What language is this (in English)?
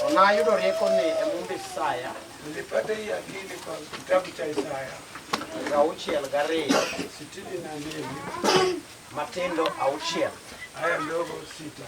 Luo (Kenya and Tanzania)